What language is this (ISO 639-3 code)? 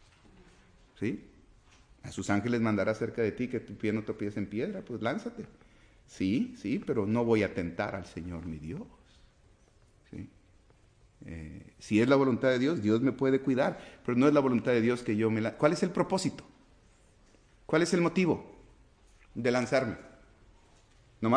spa